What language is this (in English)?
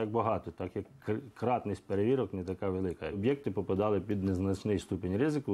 Ukrainian